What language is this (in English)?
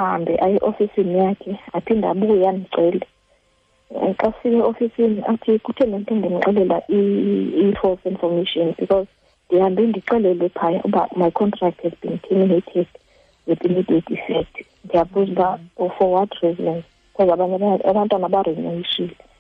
Xhosa